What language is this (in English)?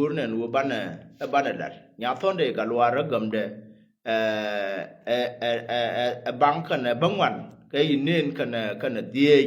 Nuer